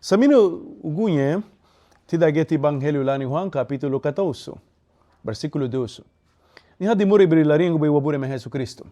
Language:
Garifuna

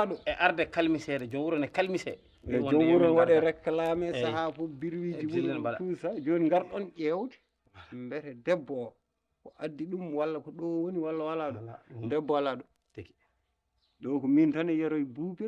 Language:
Fula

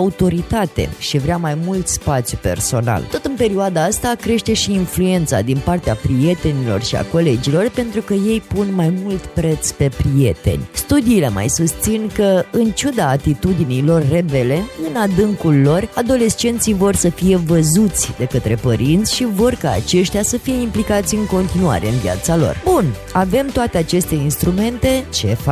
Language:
Romanian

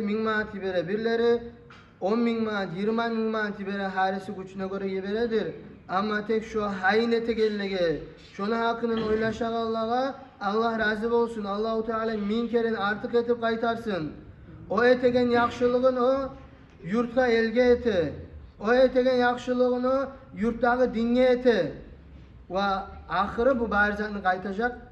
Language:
Kumyk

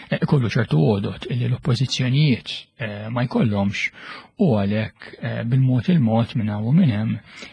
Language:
Maltese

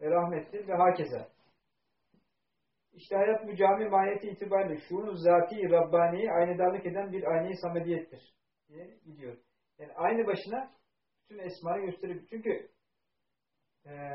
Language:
Turkish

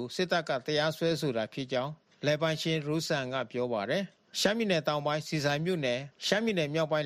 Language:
Burmese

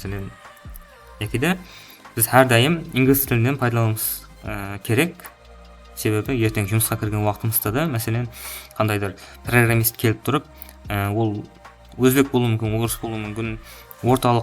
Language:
Kara-Kalpak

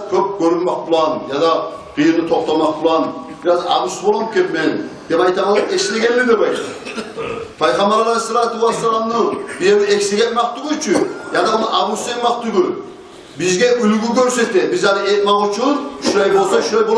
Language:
Kumyk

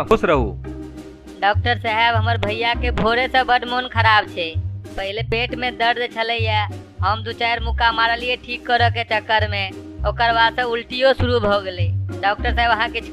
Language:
Maithili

